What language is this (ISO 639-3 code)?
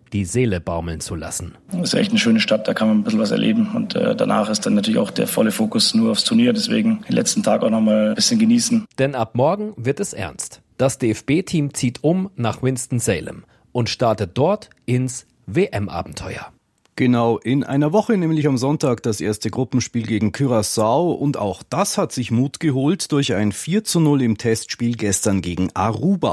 deu